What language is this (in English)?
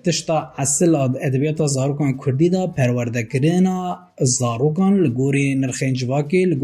Kurdish